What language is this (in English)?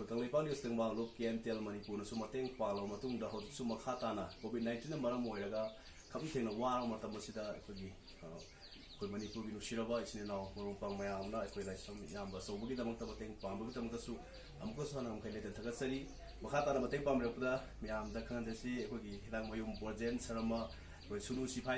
Manipuri